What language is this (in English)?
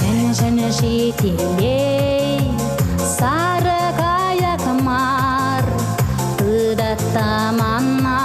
Chuvash